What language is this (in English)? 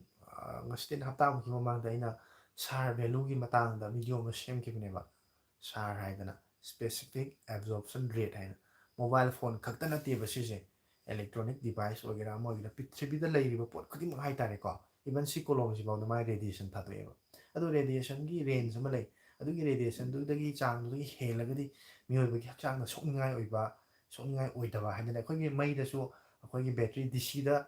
Manipuri